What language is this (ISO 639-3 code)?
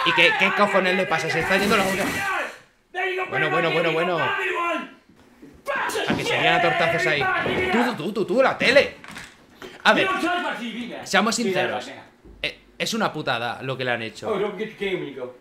spa